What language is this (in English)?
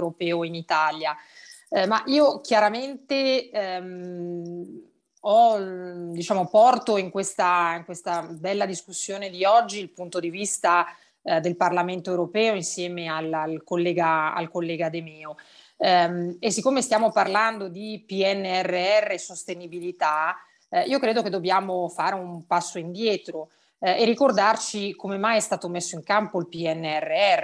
Italian